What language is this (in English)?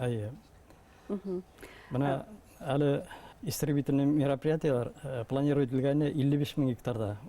Bashkir